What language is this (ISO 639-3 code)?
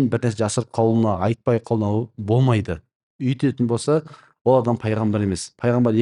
kaz